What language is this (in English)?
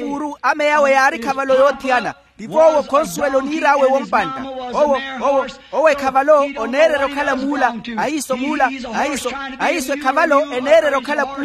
Makhuwa